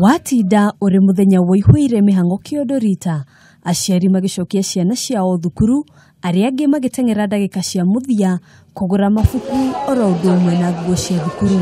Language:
Kikuyu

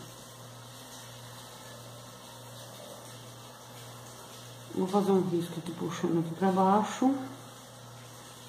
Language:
Portuguese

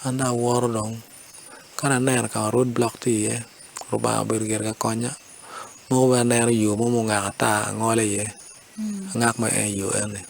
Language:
Acoli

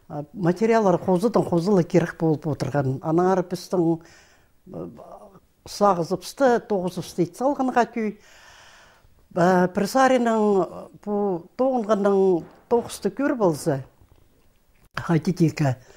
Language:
Khakas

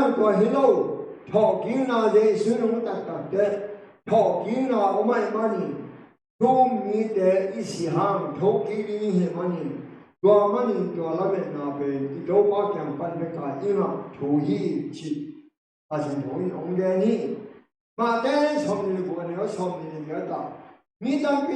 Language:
Tedim Chin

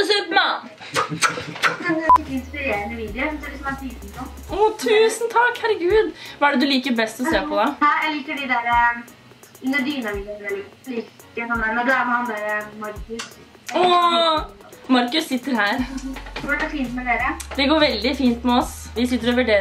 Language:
Norwegian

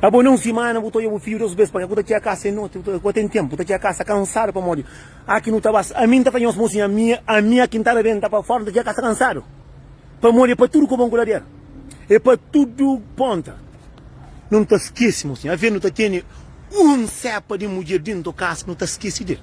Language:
Kabuverdianu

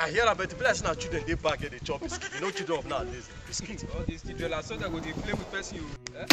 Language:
Nigerian Pidgin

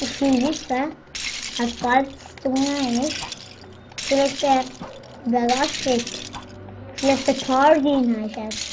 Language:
Swiss German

